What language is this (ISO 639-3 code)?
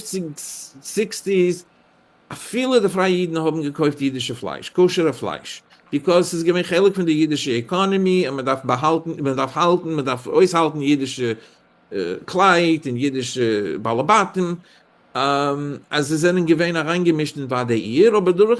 yid